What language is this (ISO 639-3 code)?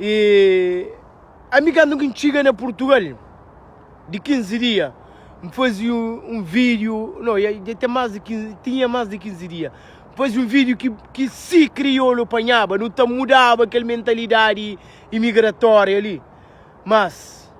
kea